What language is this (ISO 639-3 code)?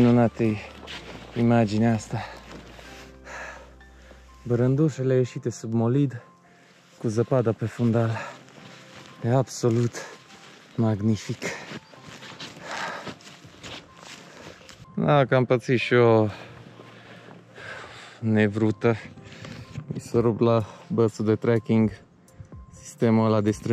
ron